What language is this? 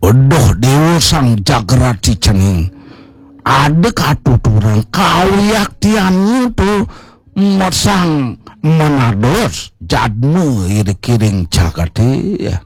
Balinese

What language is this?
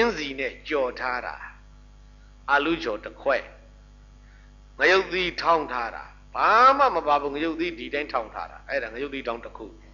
Burmese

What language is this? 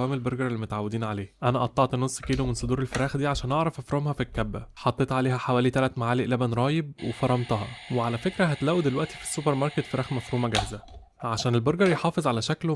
Egyptian Arabic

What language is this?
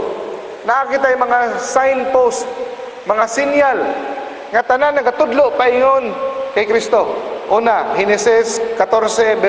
Cebuano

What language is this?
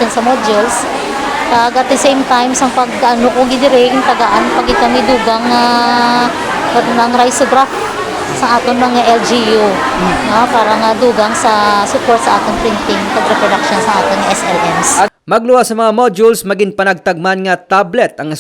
Hiligaynon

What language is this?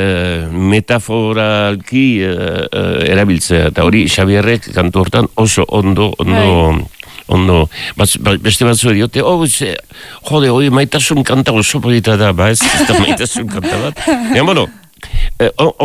Basque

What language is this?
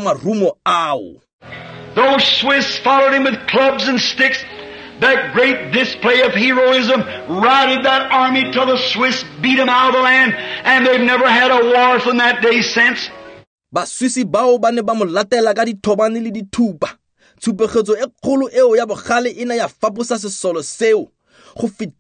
Tswana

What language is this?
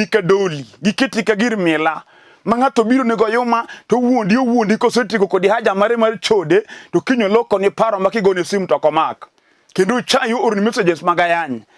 Luo (Kenya and Tanzania)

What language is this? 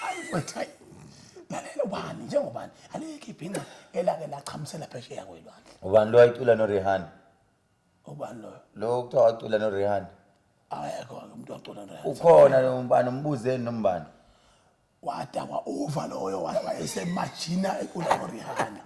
Zulu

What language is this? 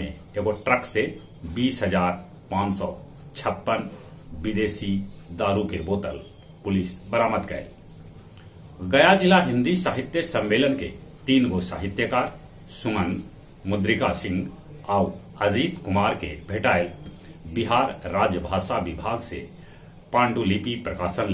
Magahi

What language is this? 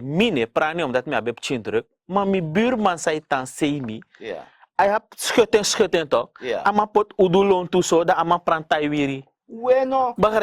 Sranan Tongo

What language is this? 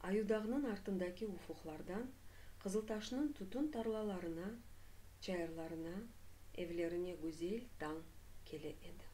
Crimean Tatar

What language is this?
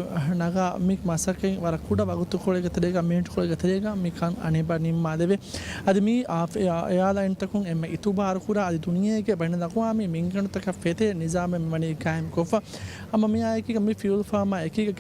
Divehi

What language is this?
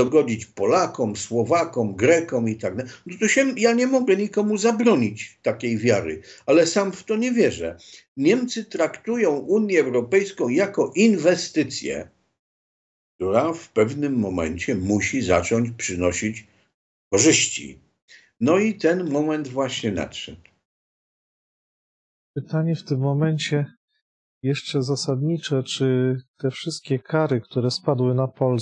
Polish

